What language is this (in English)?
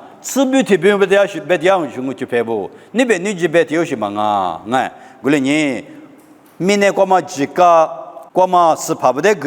Lisu